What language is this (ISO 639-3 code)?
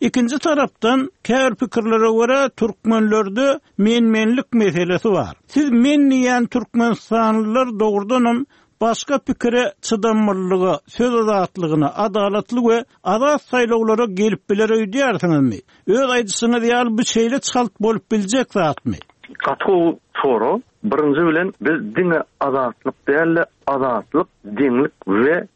tuk